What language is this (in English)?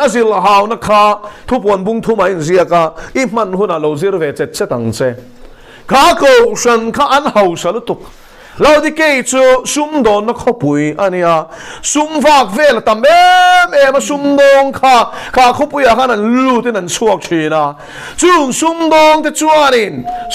Mizo